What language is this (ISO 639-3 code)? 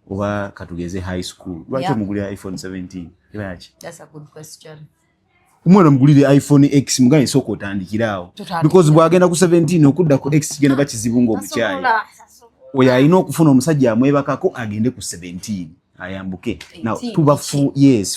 lug